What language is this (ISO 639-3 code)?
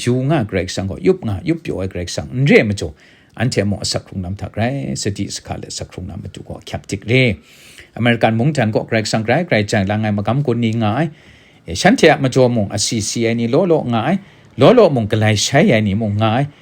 kac